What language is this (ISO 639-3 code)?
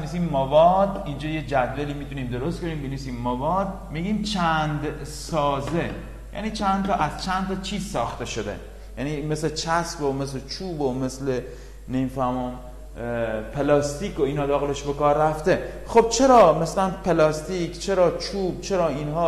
fas